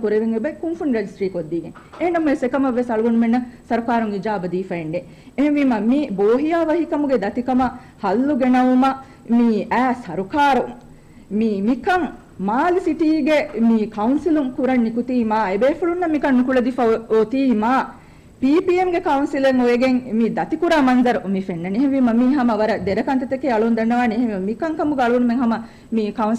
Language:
Divehi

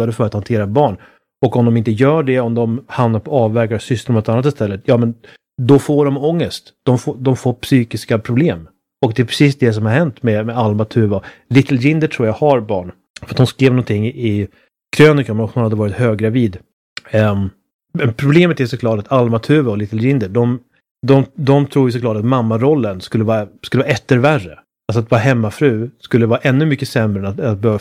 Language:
Swedish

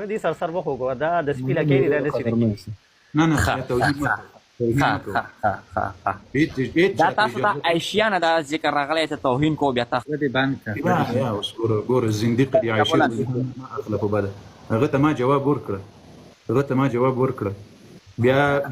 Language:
Pashto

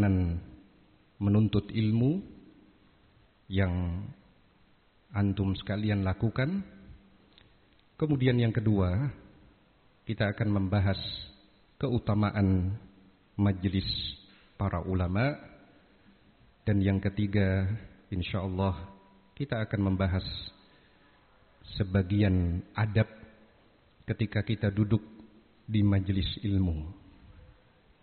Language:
Indonesian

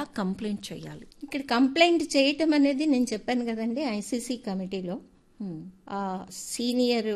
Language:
Telugu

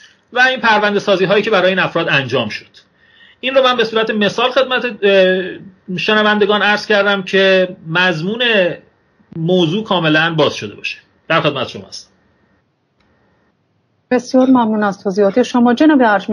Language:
Persian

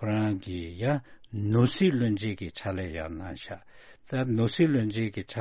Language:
Tibetan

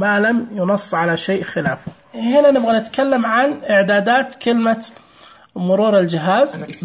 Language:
Najdi Arabic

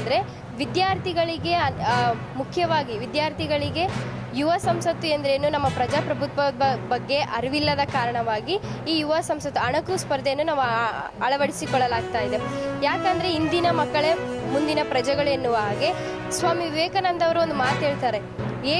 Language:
Kannada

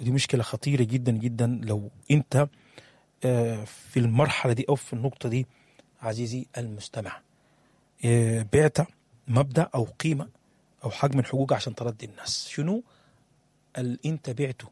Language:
Sudanese Arabic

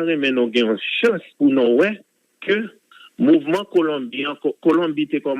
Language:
Haitian Creole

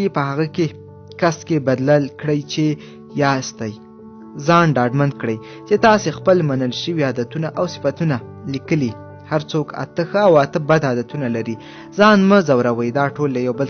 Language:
Pashto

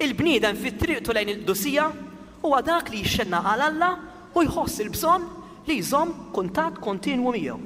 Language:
Maltese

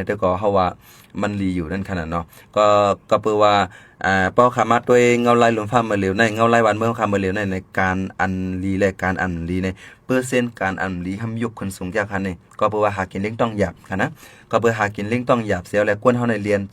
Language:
Shan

